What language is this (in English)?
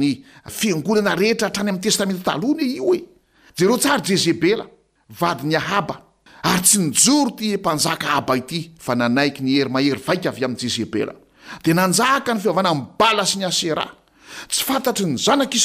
Malagasy